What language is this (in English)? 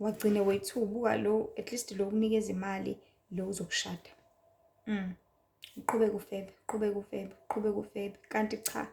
Zulu